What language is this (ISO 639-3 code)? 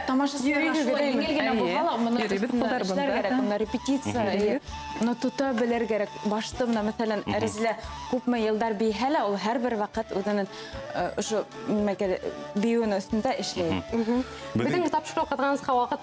bak